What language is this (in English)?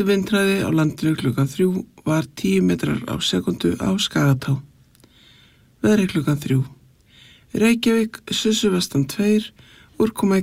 Icelandic